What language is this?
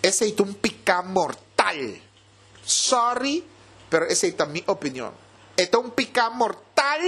Papiamento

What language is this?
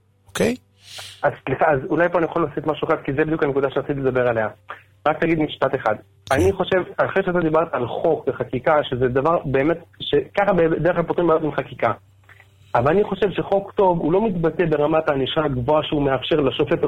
Hebrew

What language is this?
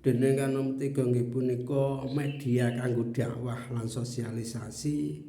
Javanese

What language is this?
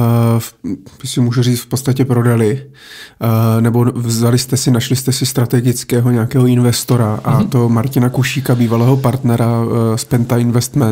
Czech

